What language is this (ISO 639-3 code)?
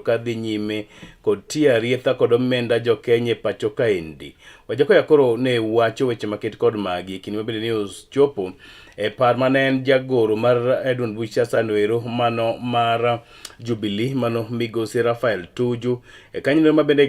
luo